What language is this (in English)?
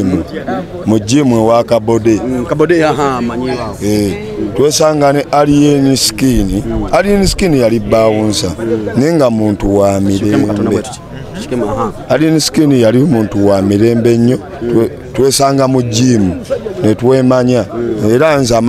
Ganda